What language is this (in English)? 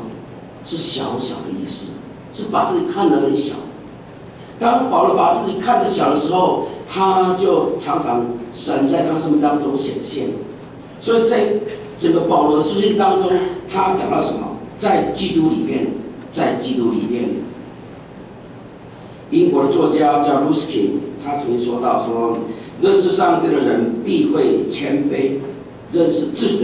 Chinese